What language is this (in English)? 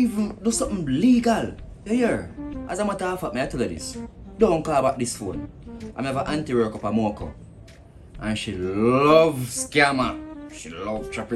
Jamaican Creole English